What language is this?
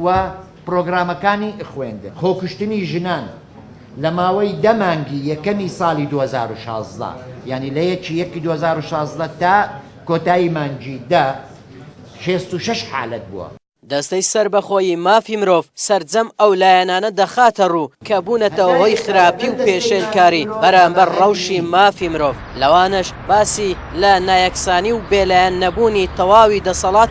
Central Kurdish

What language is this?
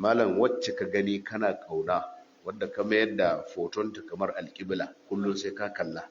Hausa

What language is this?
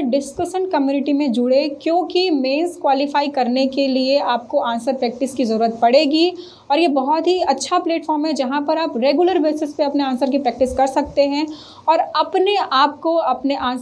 Hindi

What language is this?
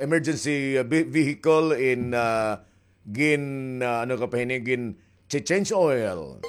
Waray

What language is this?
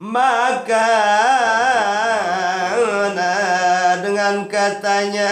Sasak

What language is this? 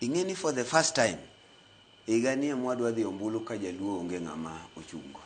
Luo (Kenya and Tanzania)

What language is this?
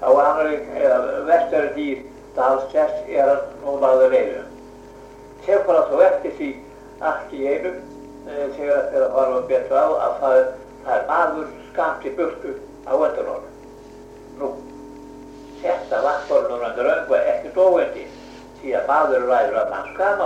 Icelandic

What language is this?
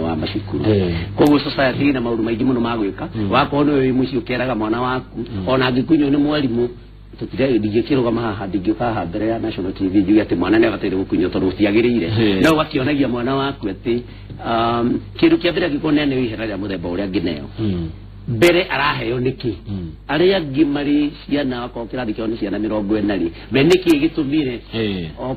Kikuyu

